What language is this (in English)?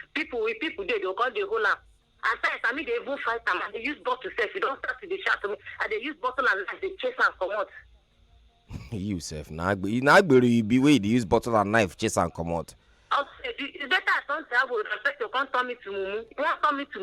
Nigerian Pidgin